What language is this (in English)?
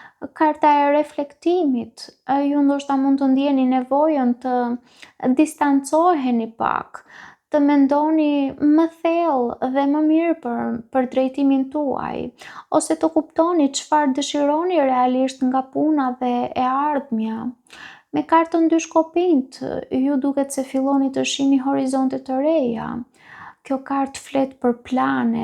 Albanian